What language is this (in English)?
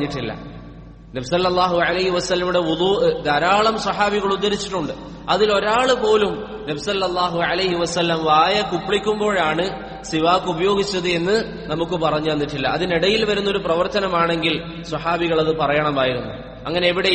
Malayalam